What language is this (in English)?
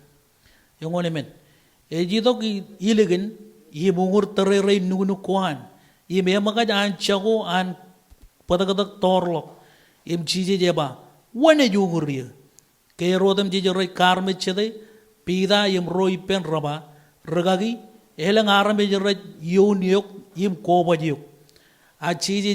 Marshallese